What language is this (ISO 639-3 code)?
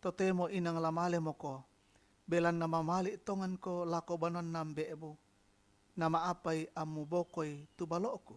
sda